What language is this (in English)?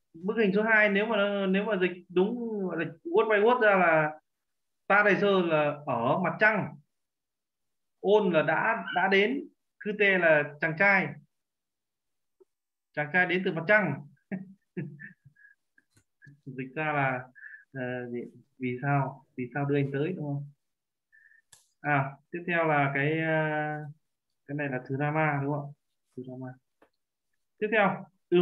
Vietnamese